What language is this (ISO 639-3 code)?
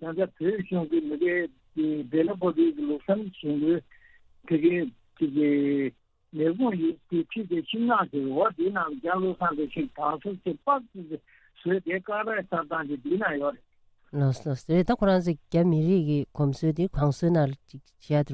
bod